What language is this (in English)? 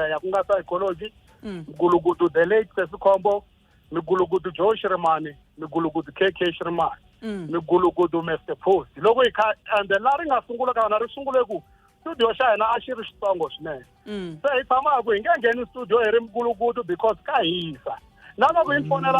Tsonga